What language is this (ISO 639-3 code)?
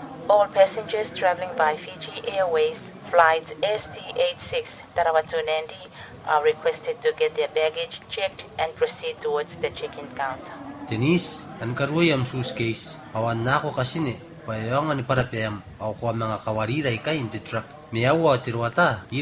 gil